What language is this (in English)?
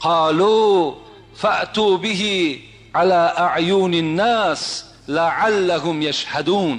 Tajik